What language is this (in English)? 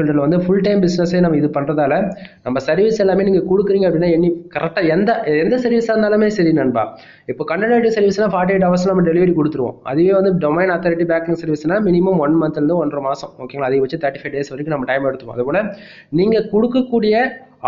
Tamil